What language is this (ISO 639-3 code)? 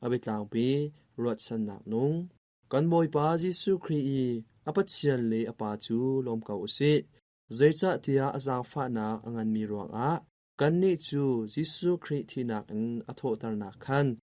cnh